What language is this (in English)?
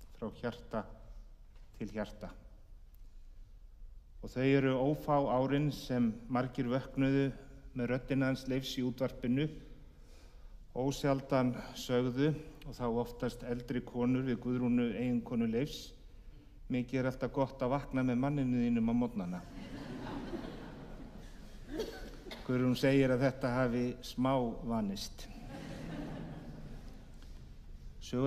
Icelandic